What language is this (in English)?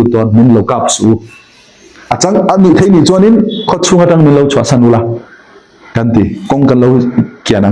Falam Chin